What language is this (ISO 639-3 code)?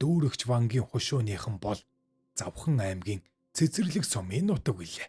mon